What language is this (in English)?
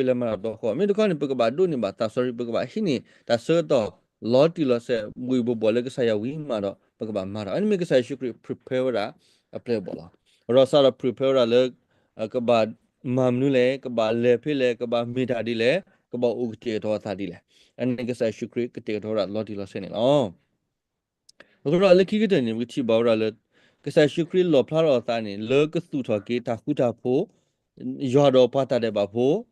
S'gaw Karen